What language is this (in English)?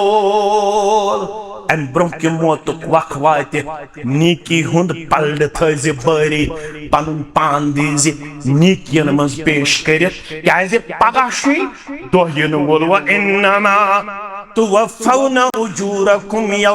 Kashmiri